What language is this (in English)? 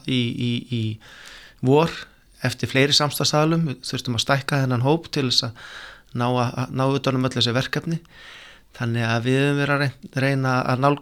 Icelandic